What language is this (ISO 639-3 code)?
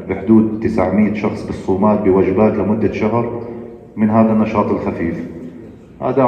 apc